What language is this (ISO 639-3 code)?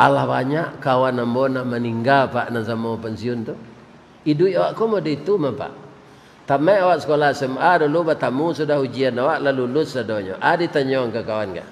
min